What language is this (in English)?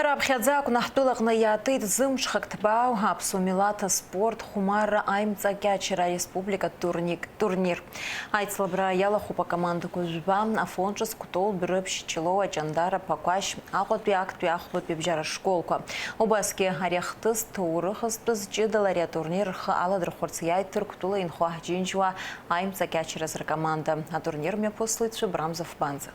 Abkhazian